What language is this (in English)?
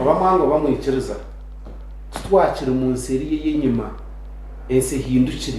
Nyankole